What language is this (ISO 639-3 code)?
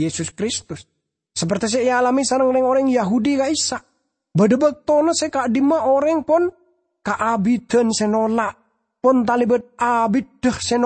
mad